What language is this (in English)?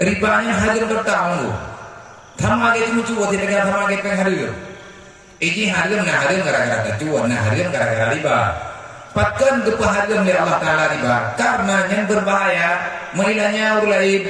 Achinese